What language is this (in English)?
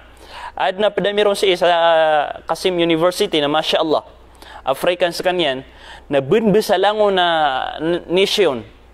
Maranao